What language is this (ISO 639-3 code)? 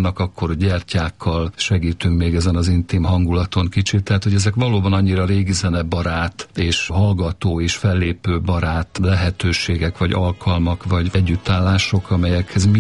hun